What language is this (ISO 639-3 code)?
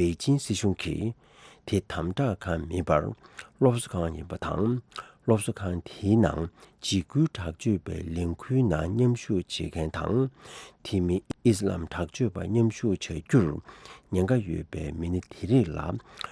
bod